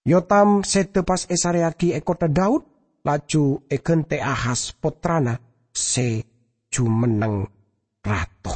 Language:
Madurese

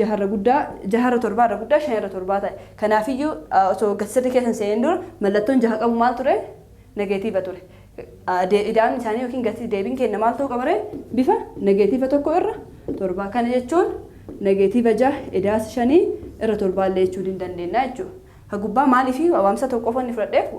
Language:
Oromo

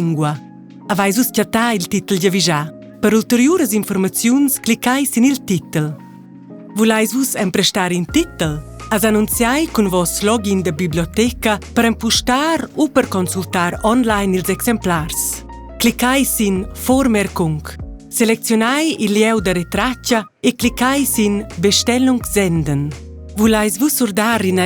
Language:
Romansh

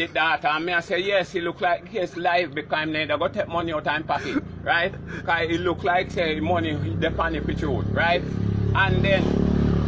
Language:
Jamaican Creole English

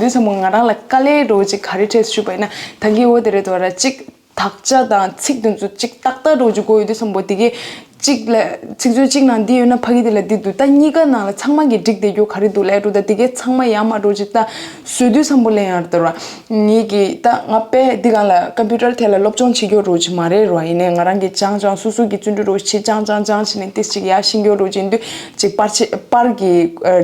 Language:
Tibetan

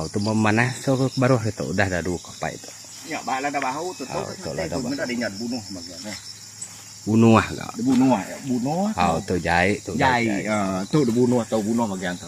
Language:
Iban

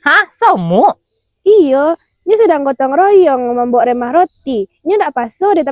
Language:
Minangkabau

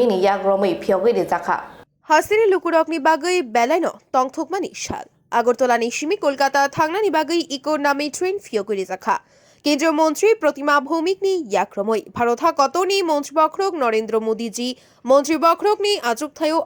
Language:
Kok Borok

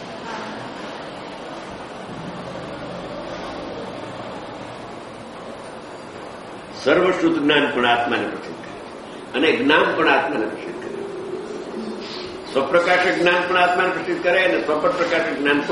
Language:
Gujarati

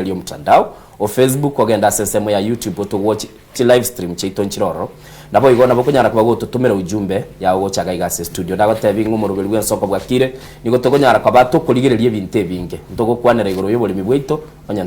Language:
Gusii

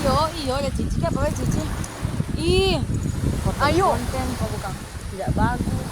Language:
Manado Malay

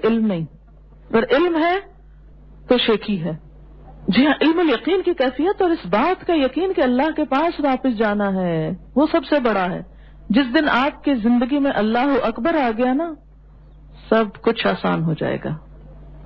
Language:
Urdu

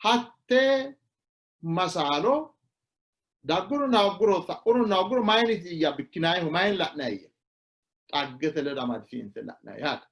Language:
Sidamo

